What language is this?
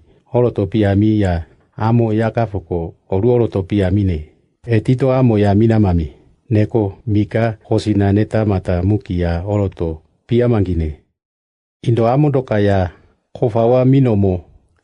Siane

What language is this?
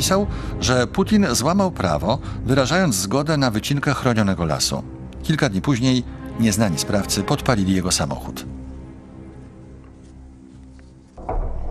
Polish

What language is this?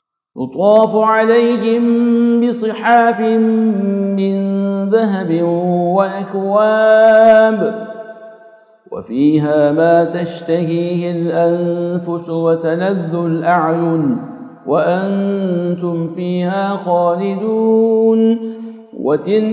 Arabic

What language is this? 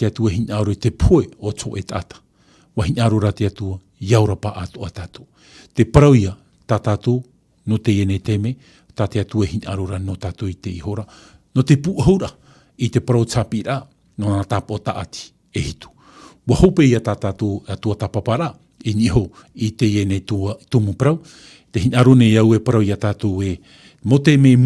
Tahitian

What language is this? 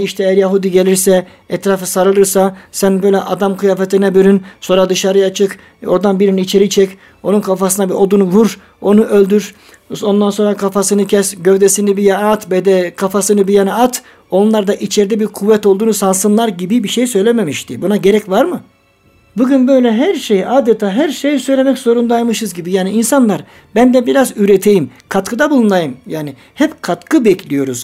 Turkish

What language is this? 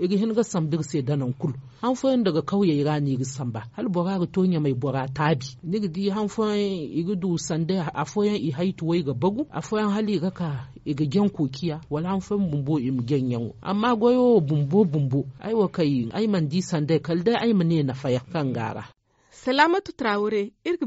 Zarma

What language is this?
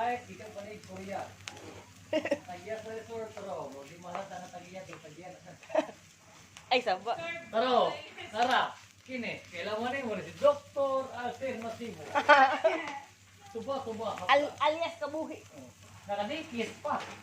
Cebuano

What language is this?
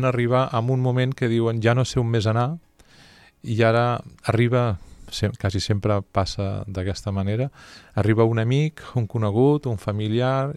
Catalan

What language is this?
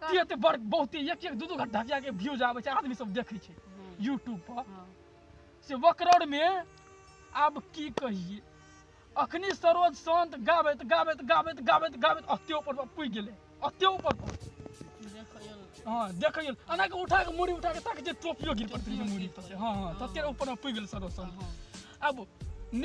Maithili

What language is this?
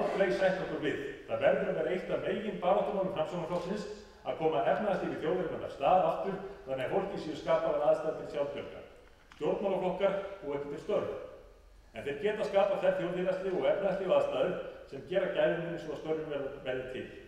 Icelandic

